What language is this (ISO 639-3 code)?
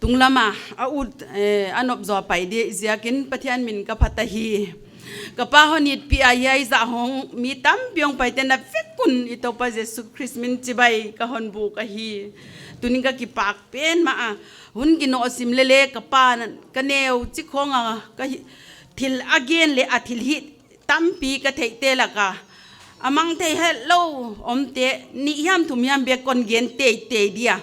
pck